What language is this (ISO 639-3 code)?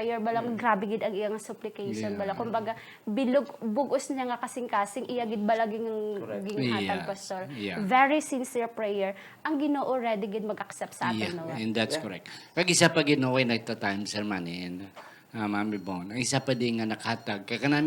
hil